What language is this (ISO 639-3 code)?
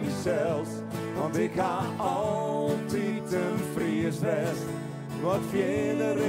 fry